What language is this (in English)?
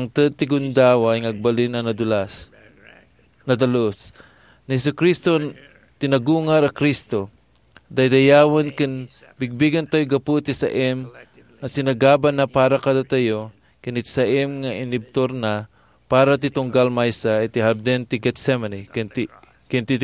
Iloko